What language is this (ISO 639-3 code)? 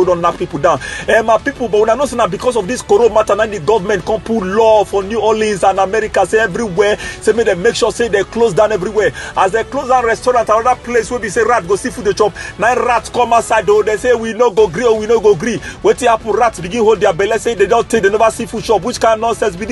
pcm